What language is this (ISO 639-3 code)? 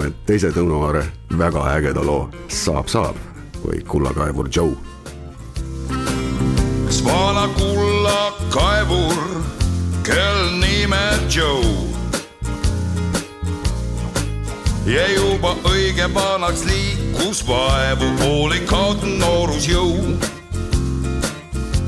est